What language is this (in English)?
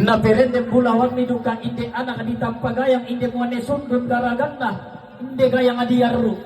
Toraja-Sa'dan